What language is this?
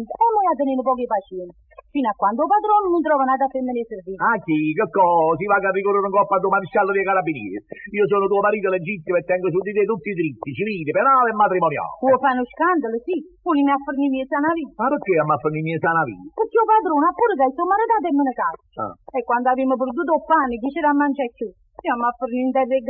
Neapolitan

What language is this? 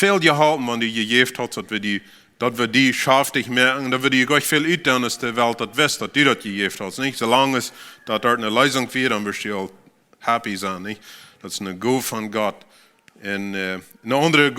Plautdietsch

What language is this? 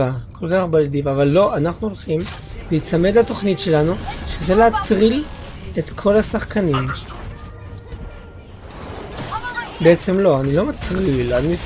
Hebrew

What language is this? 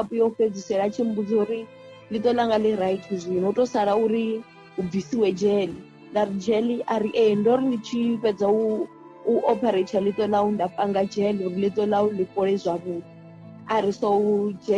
Venda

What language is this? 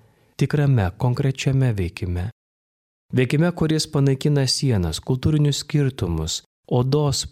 Lithuanian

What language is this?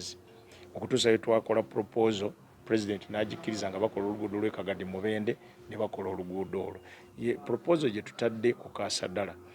Ganda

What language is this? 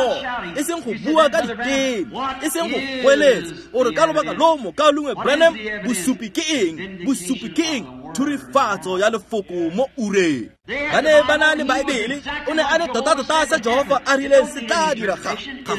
Tswana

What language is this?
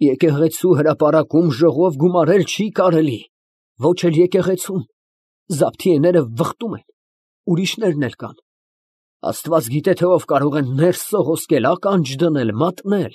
Armenian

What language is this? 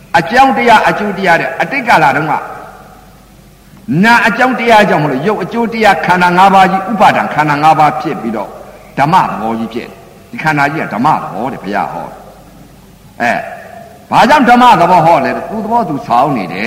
Burmese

